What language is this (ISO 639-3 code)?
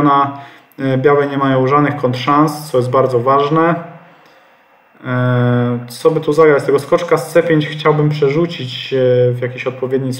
pol